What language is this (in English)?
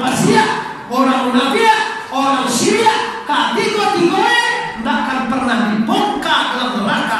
Minangkabau